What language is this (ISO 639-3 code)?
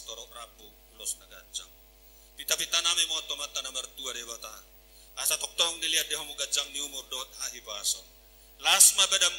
bbc